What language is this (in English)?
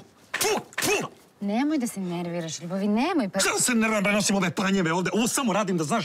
Serbian